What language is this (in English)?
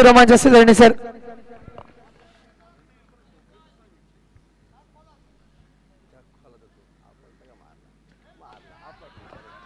Marathi